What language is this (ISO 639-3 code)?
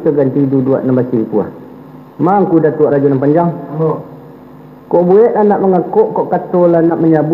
min